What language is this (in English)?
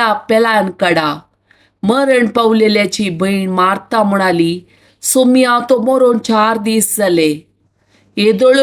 Konkani